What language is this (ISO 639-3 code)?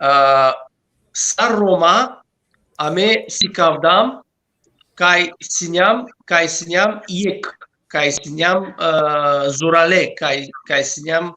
rmn